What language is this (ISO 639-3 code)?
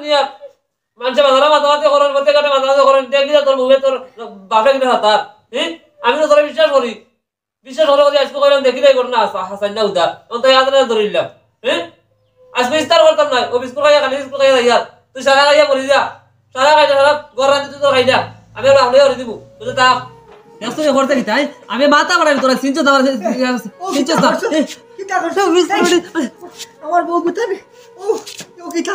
syl